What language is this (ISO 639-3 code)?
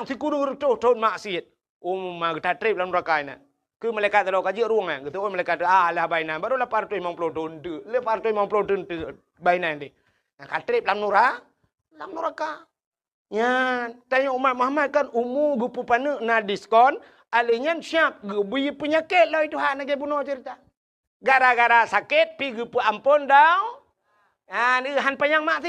ace